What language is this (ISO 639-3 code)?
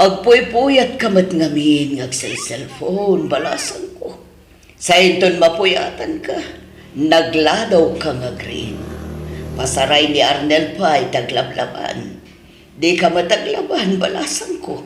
ilo